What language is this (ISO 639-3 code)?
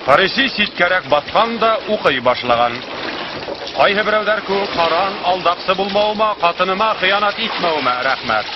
bak